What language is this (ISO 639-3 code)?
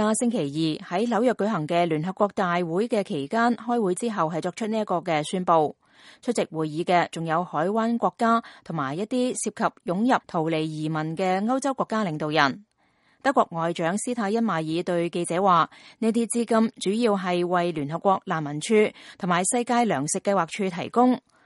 yue